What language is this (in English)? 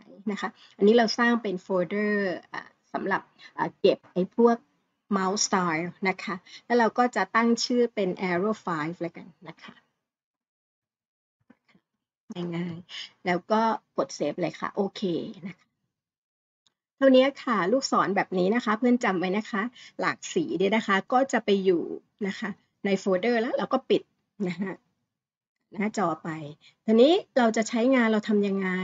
Thai